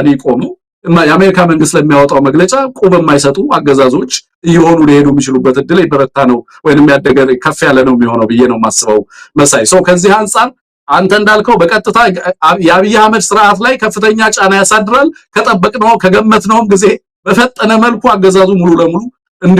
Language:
Amharic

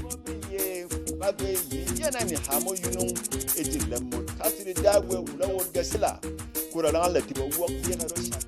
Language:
Berom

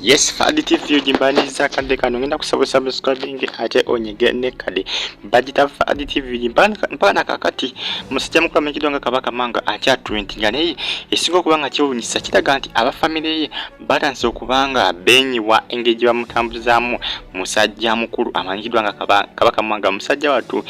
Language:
Ganda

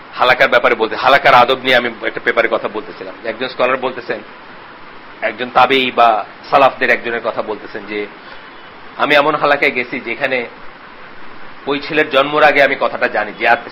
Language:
Bangla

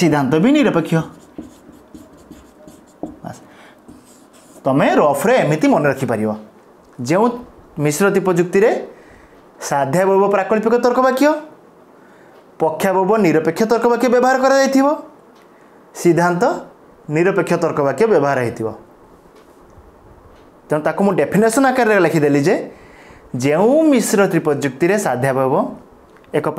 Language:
Odia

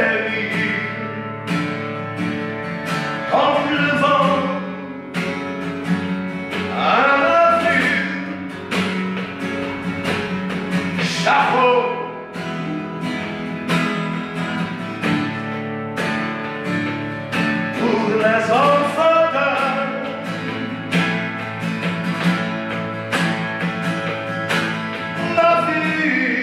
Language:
French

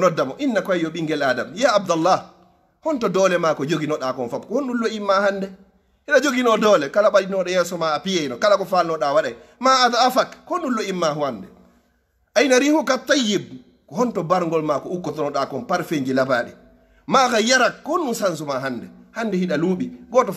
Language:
Fula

